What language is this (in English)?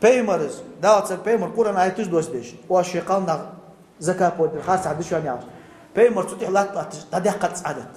Ingush